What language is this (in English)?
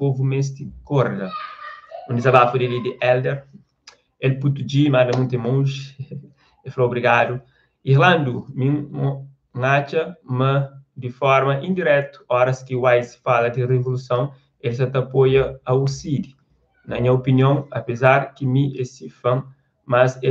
Kabuverdianu